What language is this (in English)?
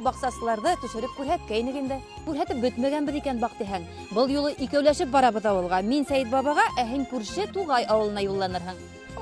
Bashkir